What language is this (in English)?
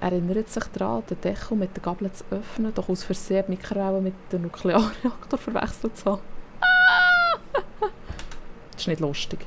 Swiss German